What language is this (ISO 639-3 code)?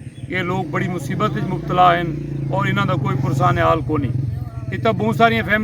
skr